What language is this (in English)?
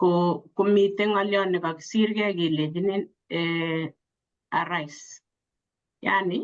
Kalenjin